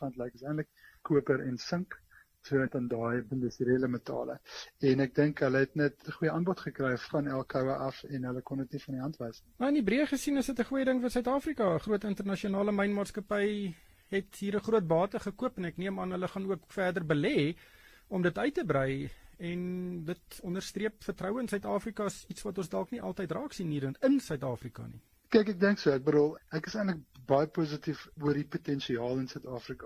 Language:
Afrikaans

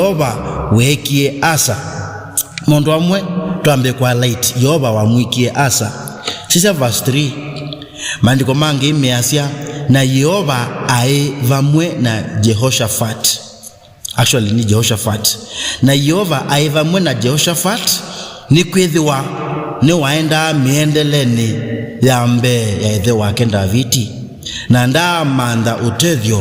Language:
Kamba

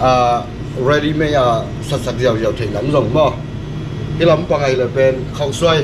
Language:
Tedim Chin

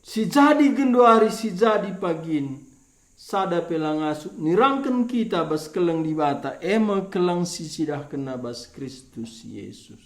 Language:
Batak Karo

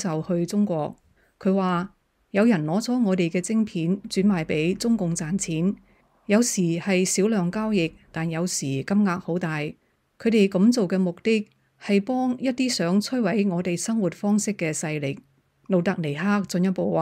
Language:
Cantonese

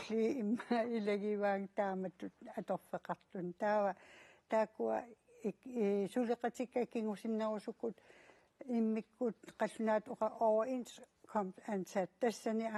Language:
Kalaallisut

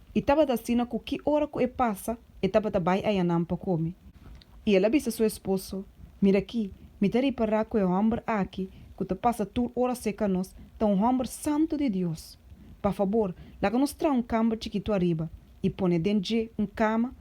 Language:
Papiamento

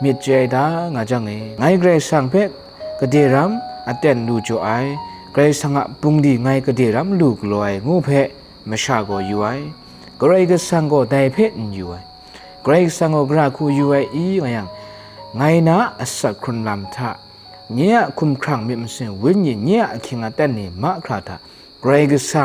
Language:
Kachin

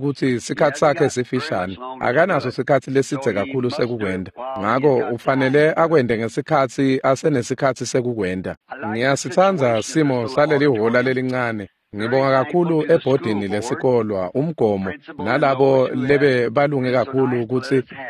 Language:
Swati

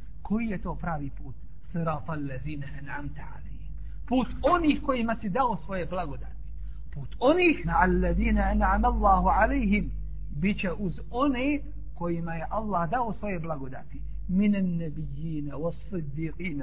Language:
Bosnian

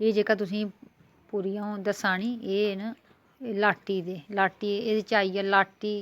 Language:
Dogri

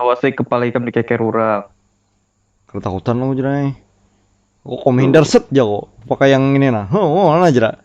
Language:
Banjar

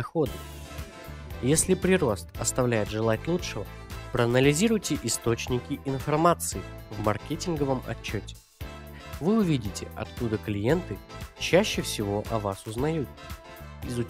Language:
Russian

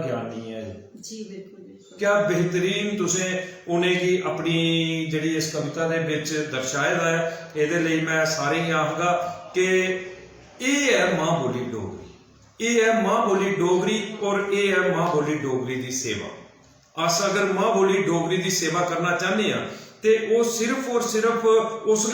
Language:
Dogri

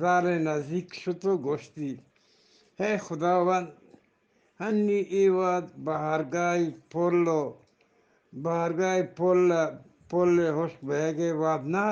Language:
Eastern Balochi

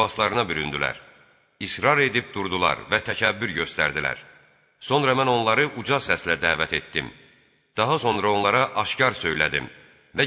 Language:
Azerbaijani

